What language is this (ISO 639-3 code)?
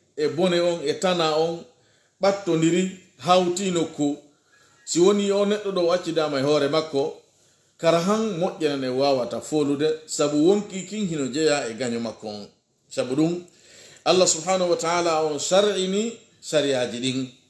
fuf